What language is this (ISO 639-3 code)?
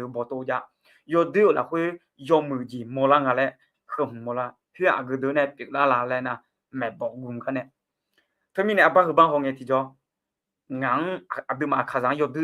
ahk